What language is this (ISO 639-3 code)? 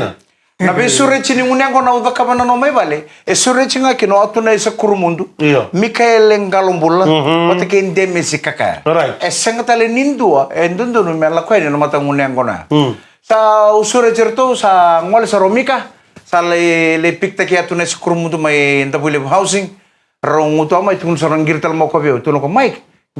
fij